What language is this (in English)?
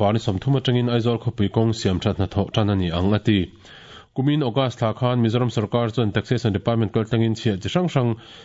Mizo